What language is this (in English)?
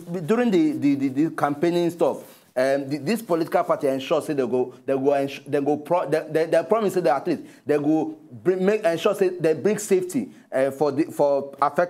Nigerian Pidgin